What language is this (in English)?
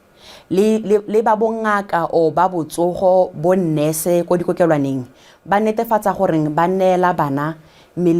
Tswana